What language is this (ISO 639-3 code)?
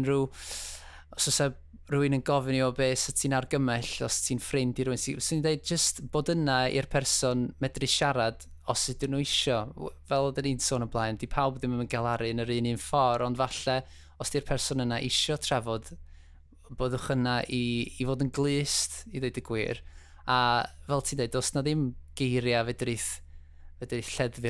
cym